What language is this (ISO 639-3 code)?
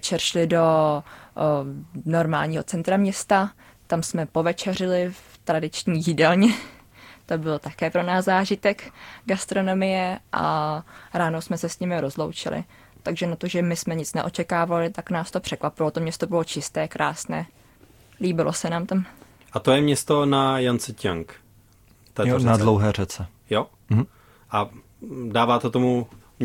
ces